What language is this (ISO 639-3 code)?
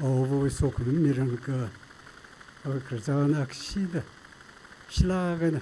nmf